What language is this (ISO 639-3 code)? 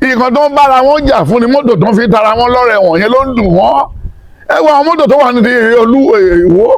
yor